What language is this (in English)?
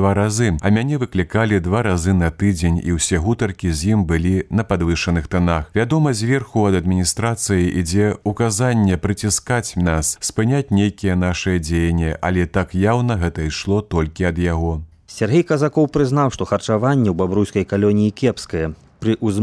Belarusian